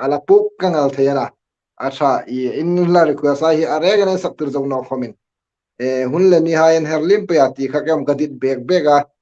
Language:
Hmar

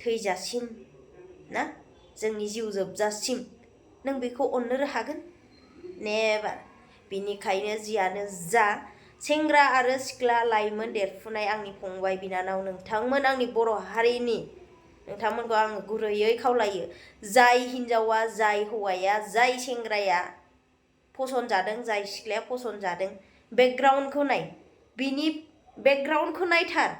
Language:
Bodo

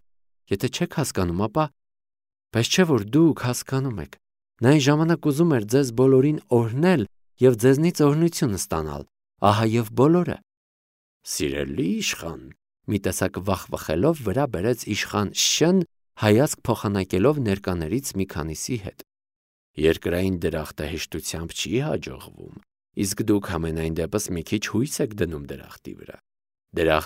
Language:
Armenian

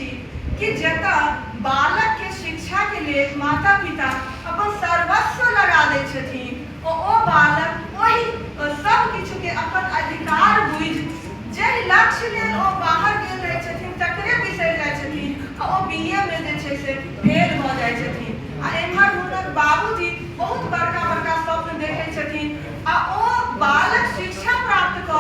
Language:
Maithili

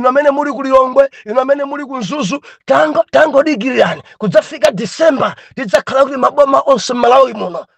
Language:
Nyanja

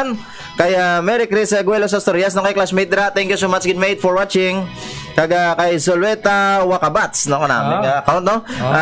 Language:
Hiligaynon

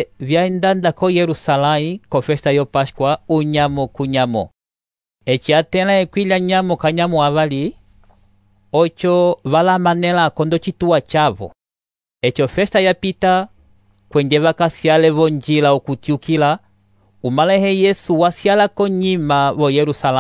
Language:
Umbundu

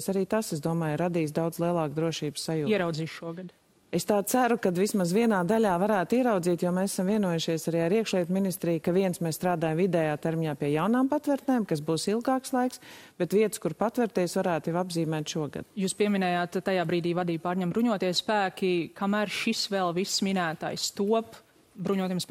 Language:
Latvian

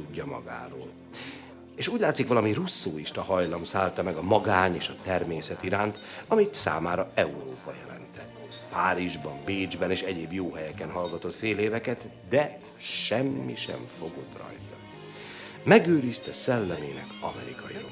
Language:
Hungarian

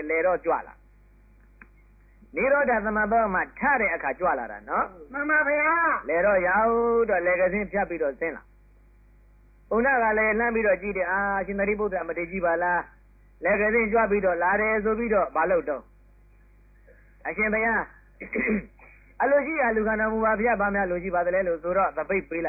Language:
Burmese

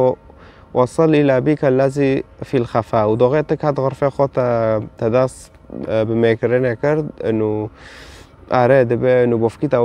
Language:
Kurdish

